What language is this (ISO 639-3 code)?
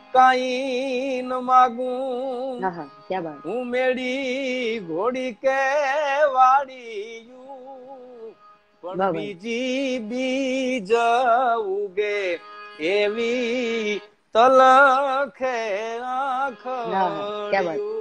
guj